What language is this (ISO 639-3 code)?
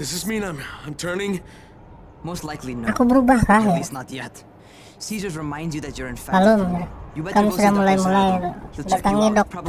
bjn